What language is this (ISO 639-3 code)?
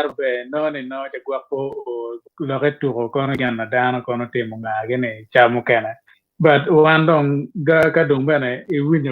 ach